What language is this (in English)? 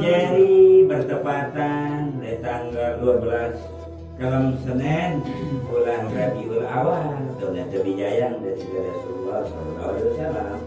Sasak